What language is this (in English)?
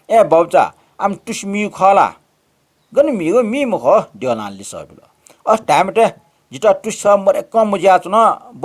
Newari